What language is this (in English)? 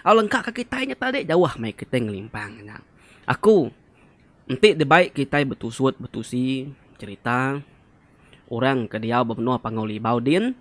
Iban